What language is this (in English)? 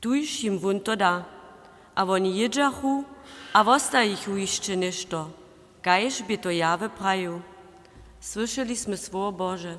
Upper Sorbian